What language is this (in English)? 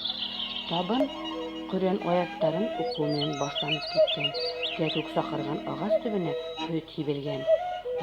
Bashkir